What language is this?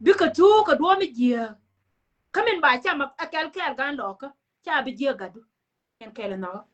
Nuer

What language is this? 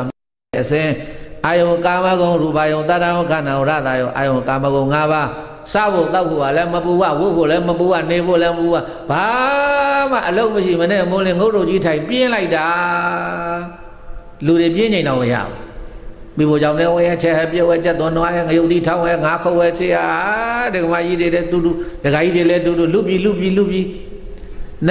Burmese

